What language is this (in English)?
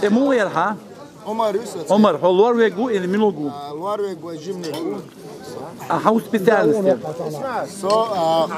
Chechen